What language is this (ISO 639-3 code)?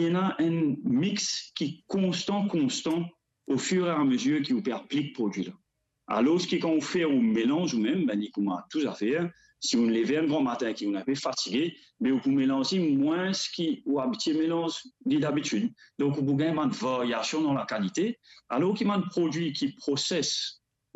mfe